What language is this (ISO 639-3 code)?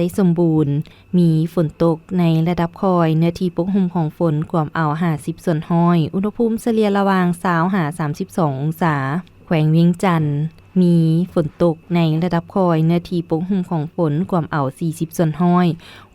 lao